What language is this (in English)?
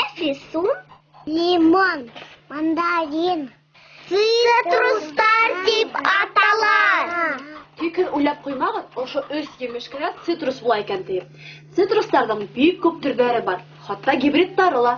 Bashkir